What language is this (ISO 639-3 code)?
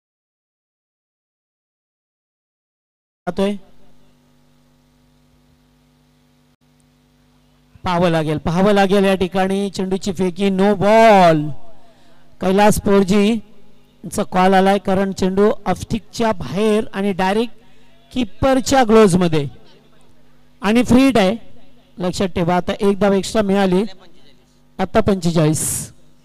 mar